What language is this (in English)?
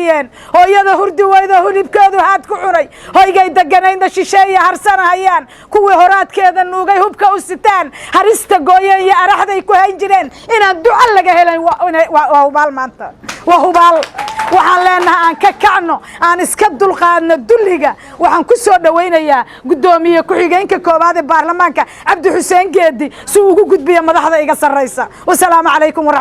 Somali